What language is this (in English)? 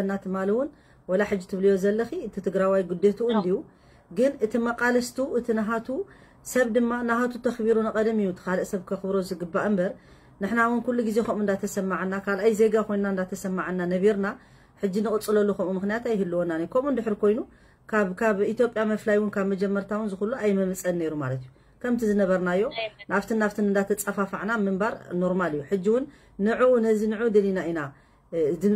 Tigrinya